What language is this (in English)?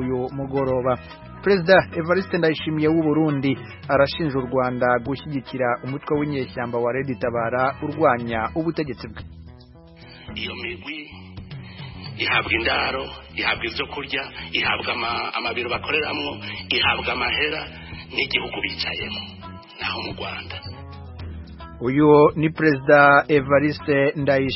Kinyarwanda